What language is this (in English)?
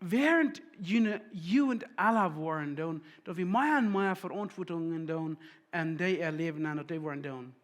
Plautdietsch